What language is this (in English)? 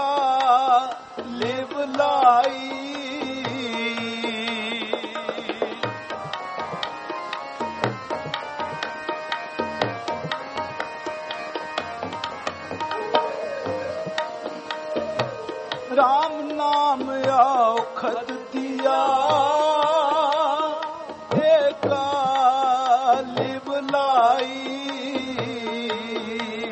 Punjabi